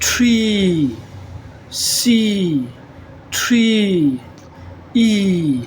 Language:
Falam Chin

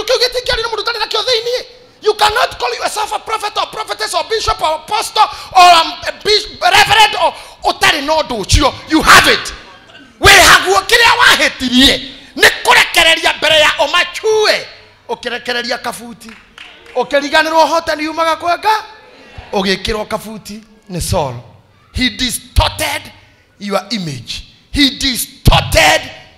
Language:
Kikuyu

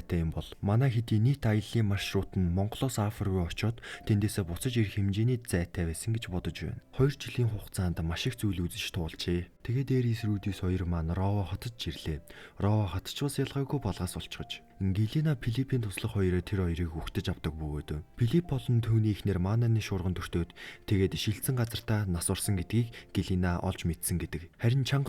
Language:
Mongolian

